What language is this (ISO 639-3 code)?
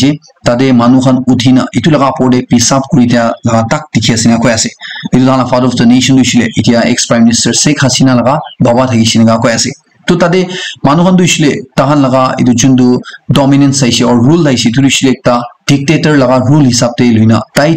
nag